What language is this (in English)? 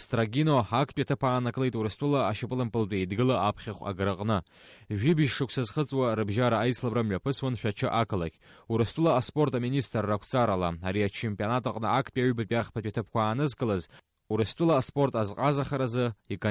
Abkhazian